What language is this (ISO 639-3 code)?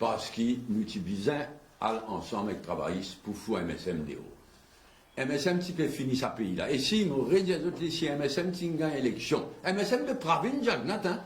mfe